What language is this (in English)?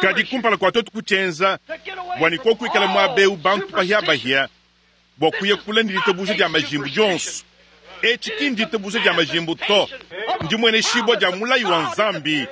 Luba-Lulua